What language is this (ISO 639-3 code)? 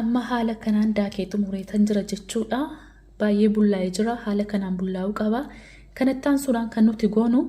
orm